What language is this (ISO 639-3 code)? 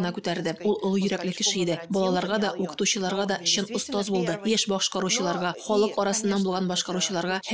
tat